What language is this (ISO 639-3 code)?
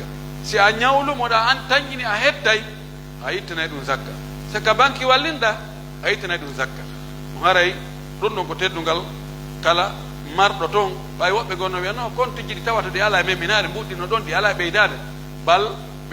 fuf